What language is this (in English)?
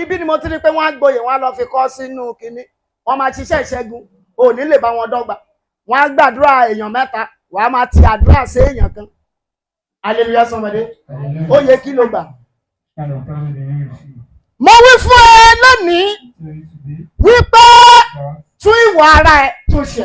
Yoruba